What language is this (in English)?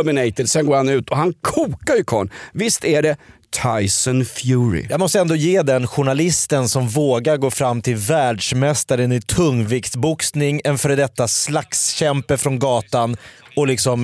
Swedish